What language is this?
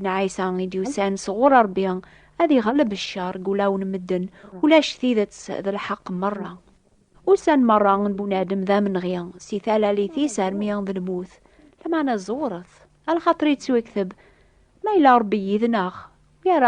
Kabyle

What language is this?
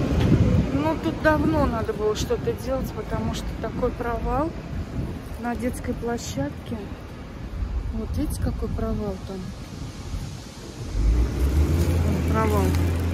Russian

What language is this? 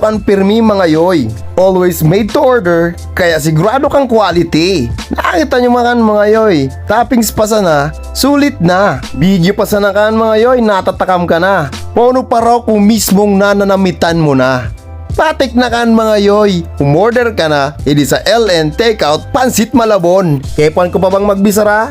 Bikol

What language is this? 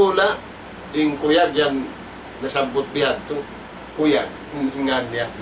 Tausug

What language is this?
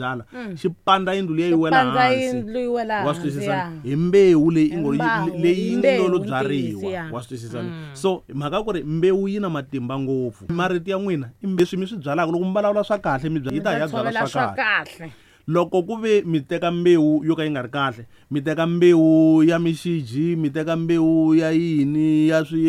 Tsonga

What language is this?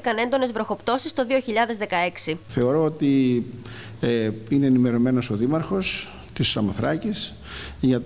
Greek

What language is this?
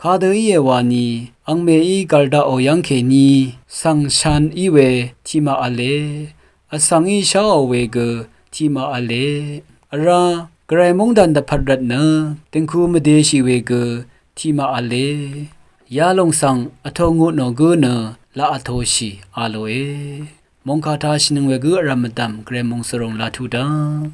Rawang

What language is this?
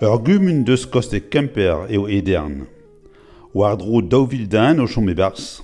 Breton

